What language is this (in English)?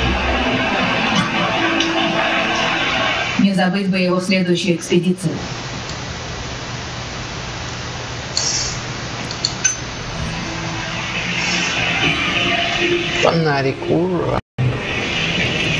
Russian